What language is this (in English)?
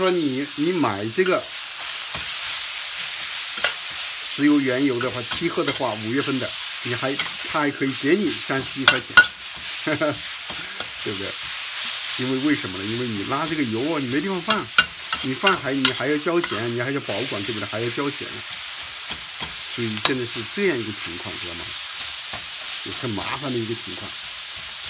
Chinese